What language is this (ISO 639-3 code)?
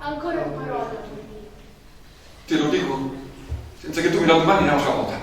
scn